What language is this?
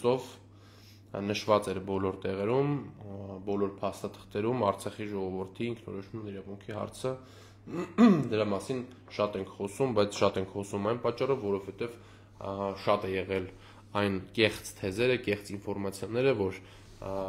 Armenian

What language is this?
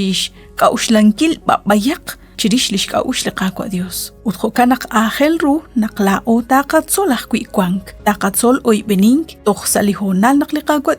Kekchí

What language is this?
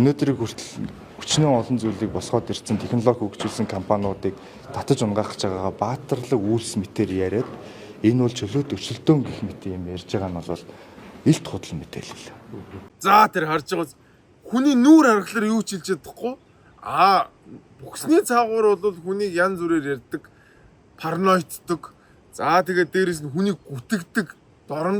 Mongolian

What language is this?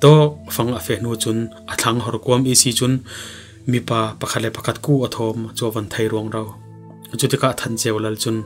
Falam Chin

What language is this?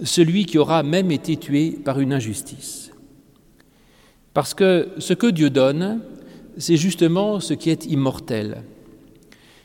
French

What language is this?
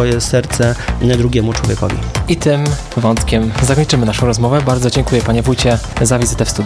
Polish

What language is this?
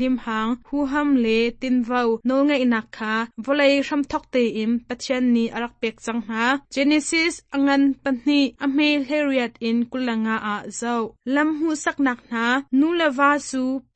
Hakha Chin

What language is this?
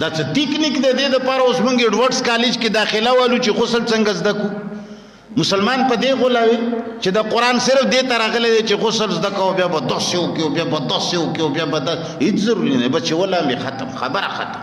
Pashto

